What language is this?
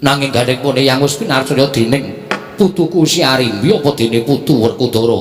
Javanese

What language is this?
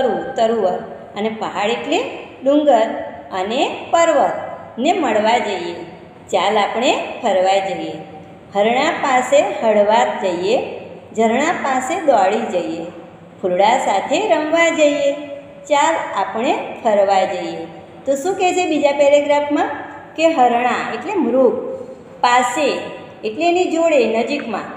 Gujarati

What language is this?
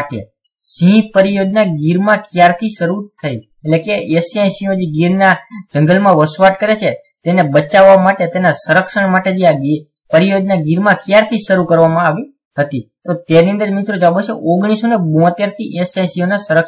Gujarati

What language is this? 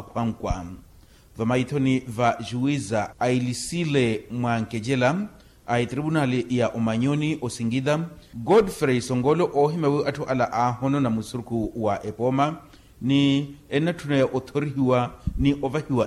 Makhuwa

